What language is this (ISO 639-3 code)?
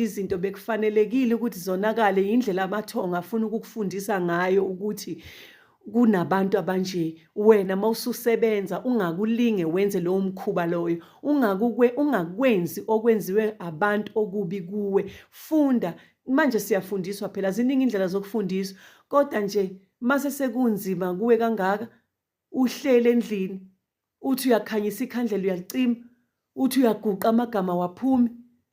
zul